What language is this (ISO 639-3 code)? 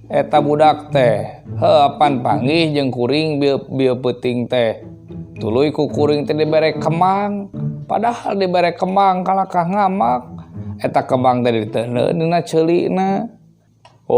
sun